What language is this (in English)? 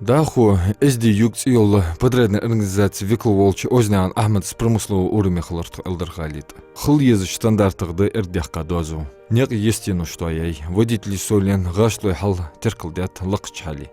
Ingush